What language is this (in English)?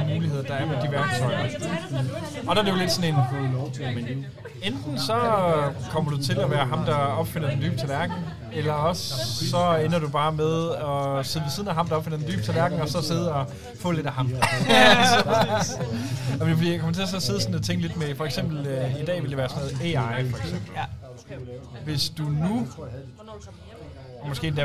Danish